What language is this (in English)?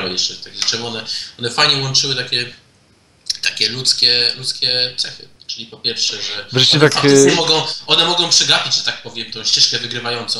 Polish